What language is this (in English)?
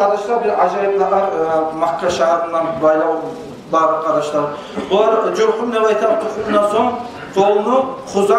Kumyk